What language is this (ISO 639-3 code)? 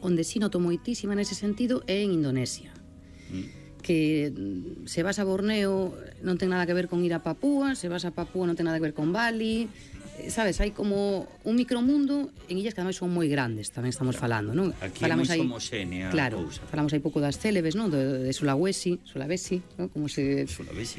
glg